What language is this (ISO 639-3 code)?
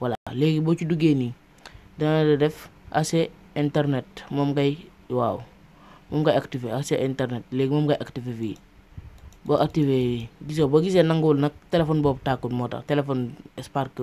wol